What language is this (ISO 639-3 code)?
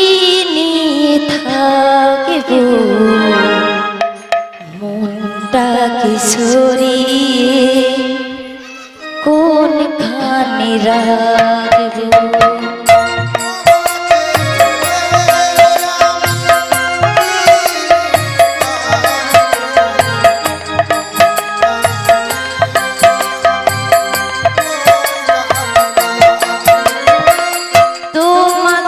ben